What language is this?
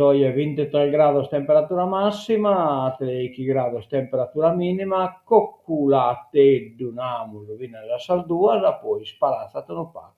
Sardinian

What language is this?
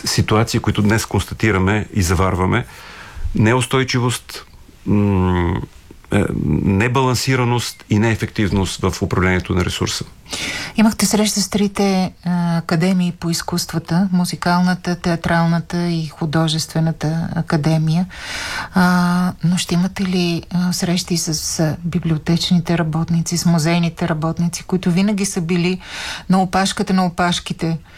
Bulgarian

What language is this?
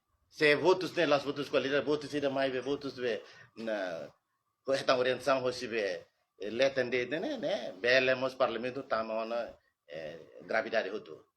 Tetum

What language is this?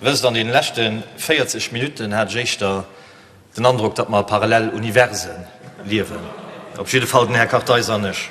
Luxembourgish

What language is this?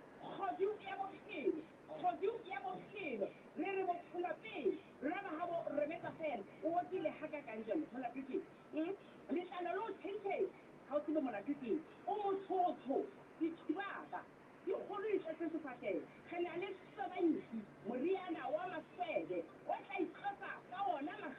Southern Sotho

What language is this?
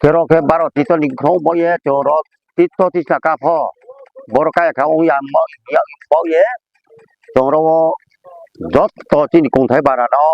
Riang (India)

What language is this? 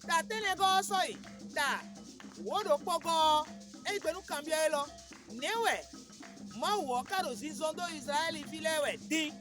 Fon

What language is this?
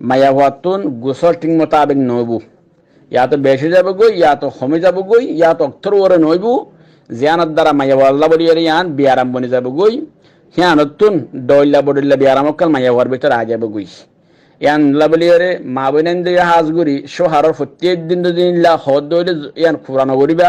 Rohingya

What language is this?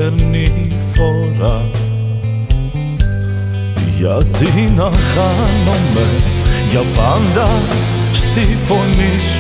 Greek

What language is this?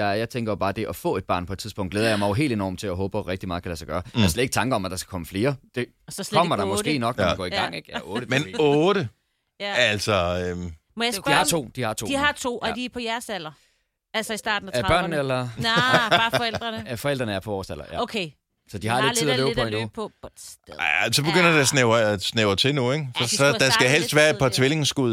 Danish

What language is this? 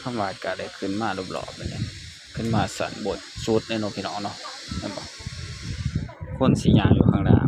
Northeastern Thai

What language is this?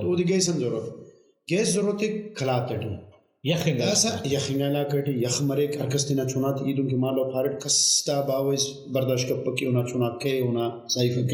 Brahui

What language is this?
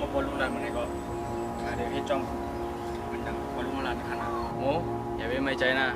Shan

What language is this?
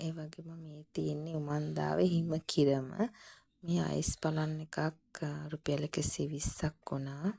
Sinhala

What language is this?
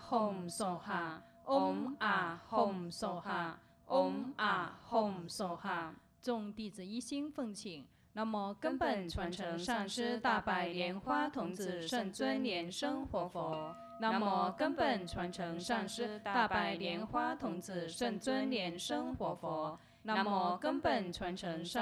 Chinese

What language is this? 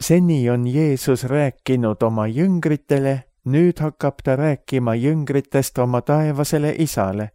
Estonian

